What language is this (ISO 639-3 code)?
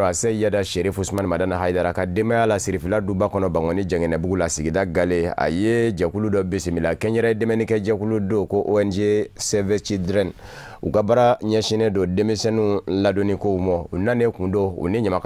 bam